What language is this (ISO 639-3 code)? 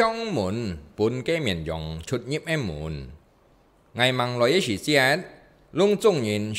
hak